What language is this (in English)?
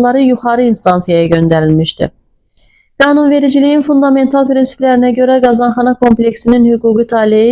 Azerbaijani